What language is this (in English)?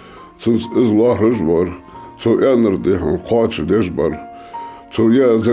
Ingush